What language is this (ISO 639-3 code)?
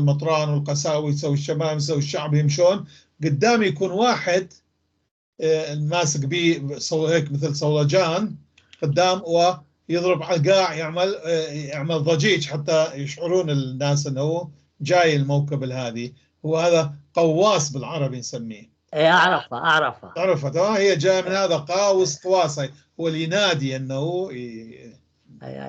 apc